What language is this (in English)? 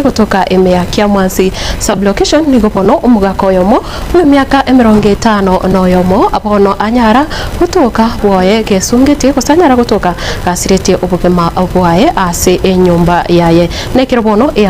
Gusii